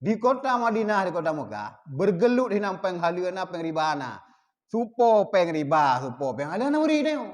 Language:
Achinese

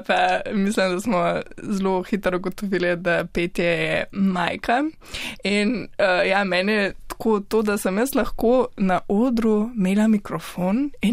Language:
Slovenian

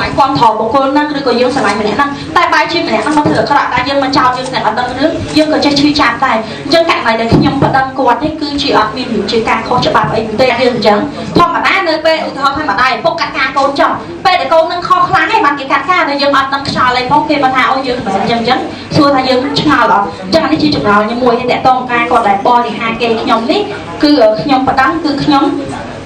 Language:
Khmer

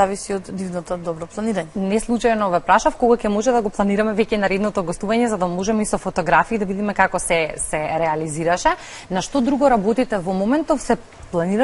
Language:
Macedonian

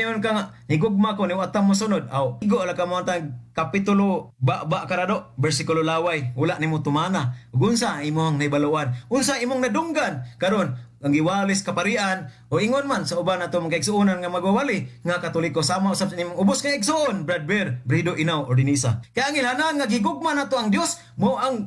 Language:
Cebuano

